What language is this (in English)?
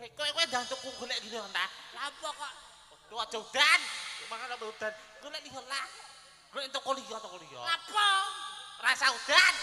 Javanese